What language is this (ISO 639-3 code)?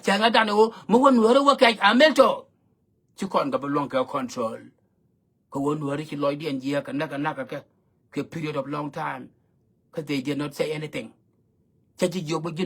nus